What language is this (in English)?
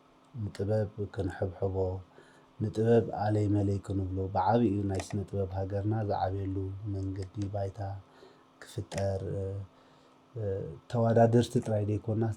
Tigrinya